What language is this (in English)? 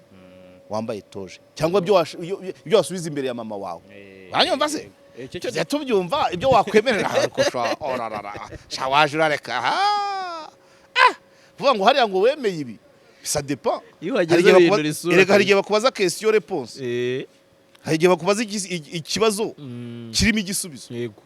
Kinyarwanda